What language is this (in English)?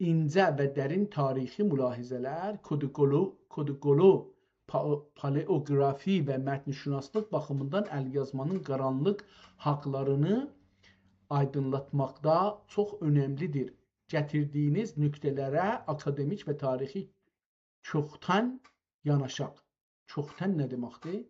South Azerbaijani